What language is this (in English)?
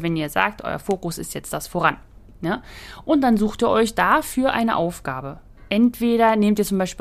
German